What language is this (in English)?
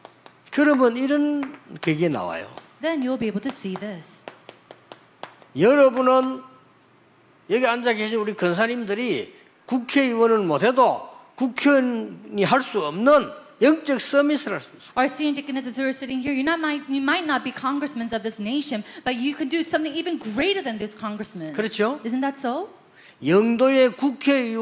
Korean